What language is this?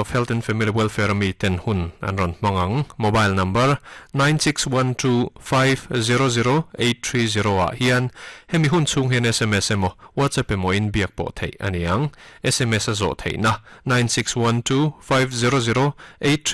Mizo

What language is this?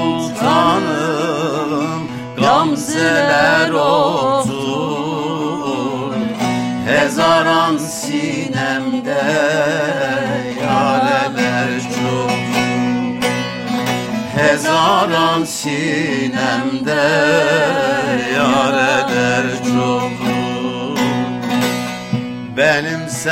French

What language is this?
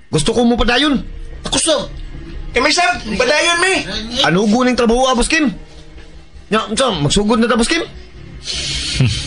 Cebuano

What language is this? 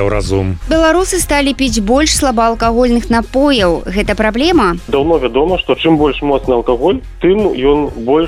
Belarusian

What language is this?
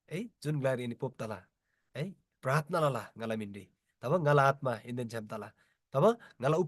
Eastern Tamang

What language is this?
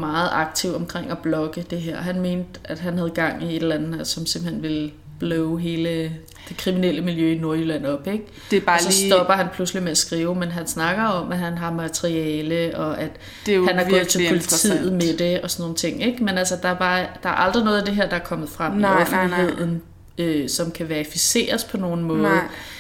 Danish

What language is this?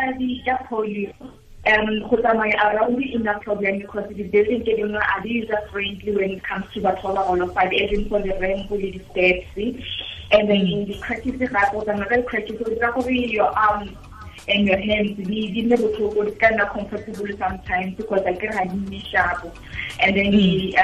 Tswana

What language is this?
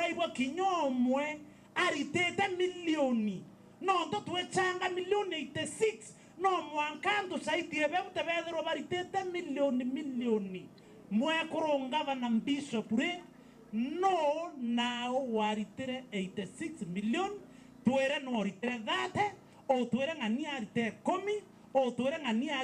Meru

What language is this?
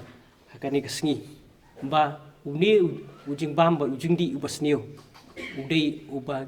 Khasi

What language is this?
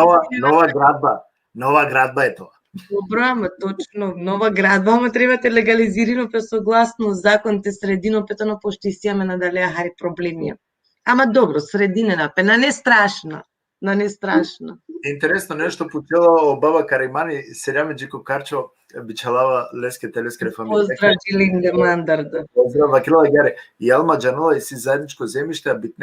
Balkan Romani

